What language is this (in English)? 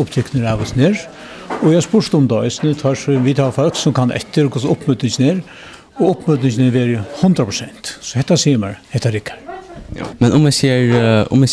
Faroese